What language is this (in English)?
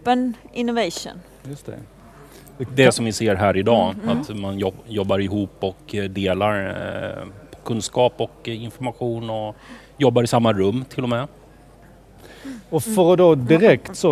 Swedish